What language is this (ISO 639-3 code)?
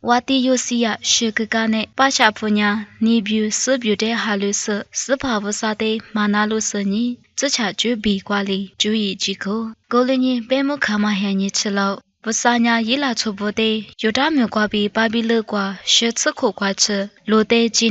lis